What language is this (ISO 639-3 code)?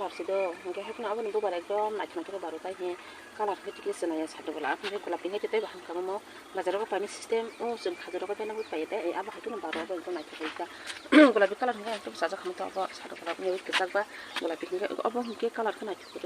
trp